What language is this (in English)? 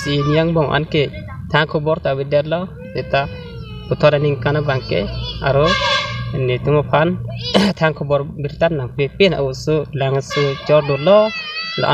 Karbi